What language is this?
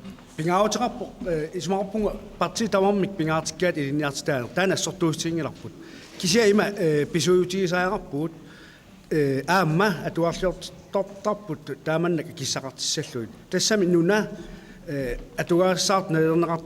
Kalaallisut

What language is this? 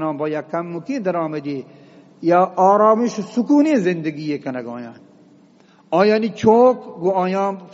Eastern Balochi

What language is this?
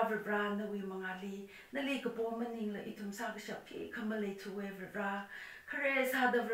Tangkhul Naga (India)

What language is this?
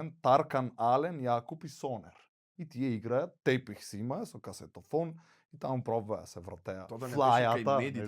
Macedonian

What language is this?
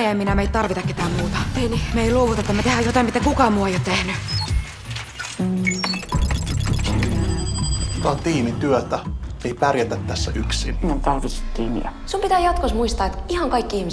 Finnish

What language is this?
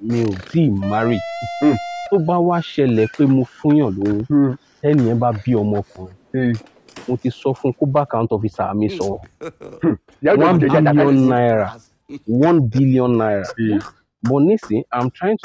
Yoruba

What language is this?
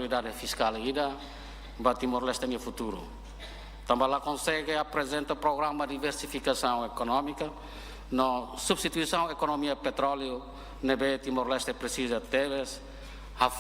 Tetum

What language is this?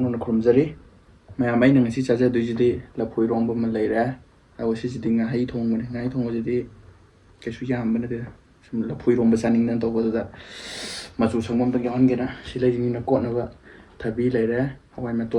Manipuri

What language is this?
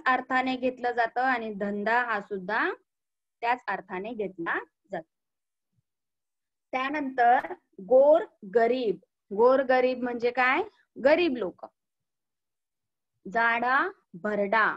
Marathi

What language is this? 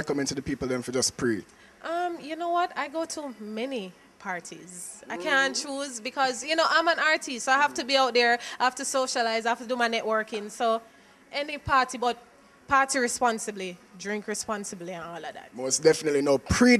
Jamaican Creole English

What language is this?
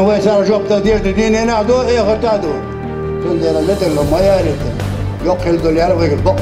Chechen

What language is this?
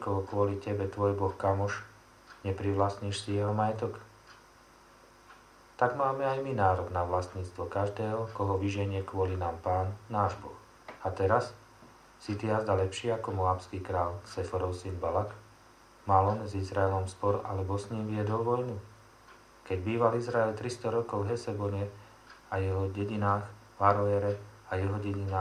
Slovak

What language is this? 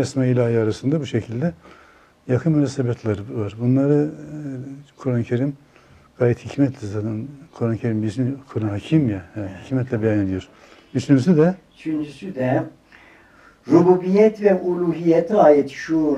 Turkish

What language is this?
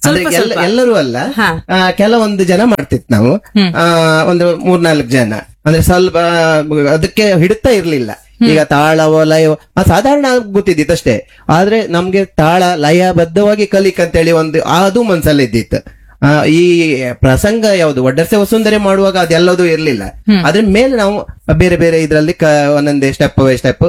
Kannada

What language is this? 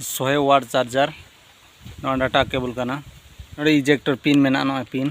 Santali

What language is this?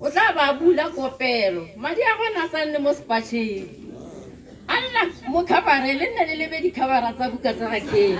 Tswana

